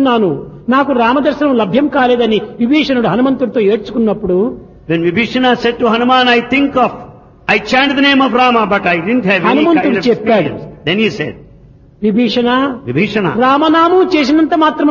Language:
Telugu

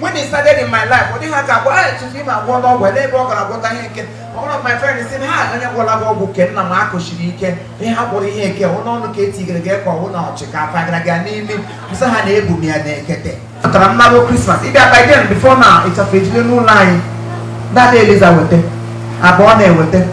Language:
Igbo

